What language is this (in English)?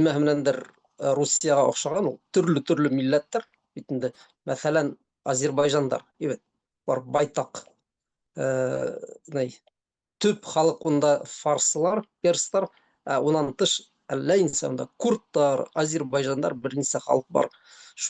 Bashkir